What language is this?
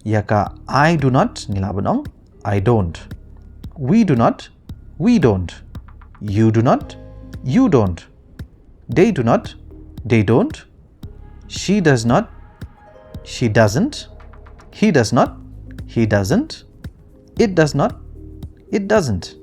Khasi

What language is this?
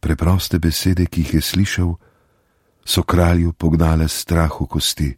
Slovenian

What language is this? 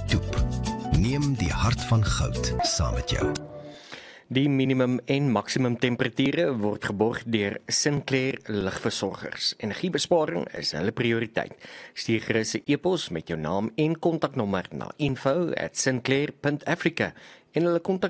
Afrikaans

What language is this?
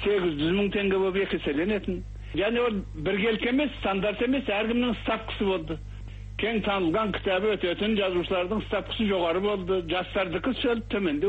Kazakh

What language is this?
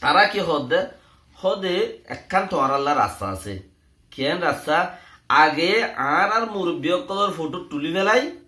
Rohingya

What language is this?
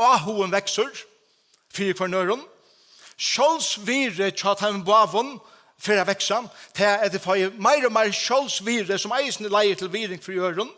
Faroese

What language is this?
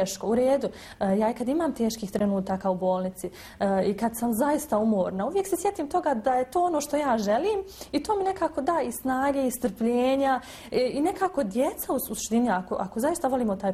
Bosnian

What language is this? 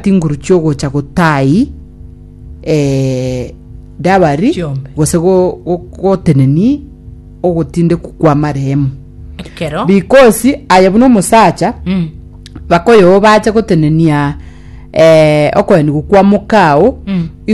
Gusii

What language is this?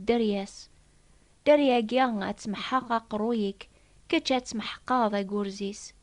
Kabyle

